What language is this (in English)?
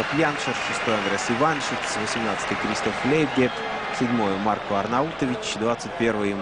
Russian